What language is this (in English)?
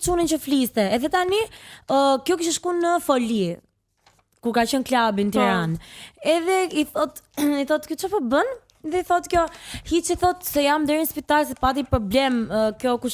Albanian